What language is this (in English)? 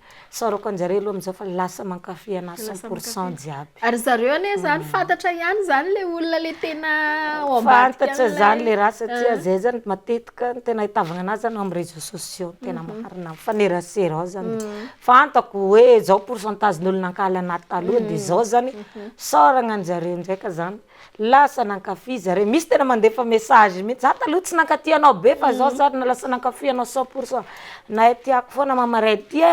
Malagasy